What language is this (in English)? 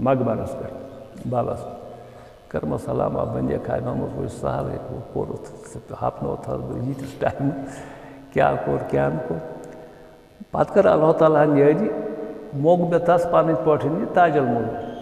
Kashmiri